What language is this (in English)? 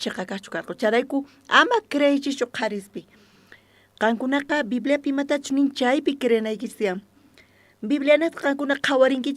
South Bolivian Quechua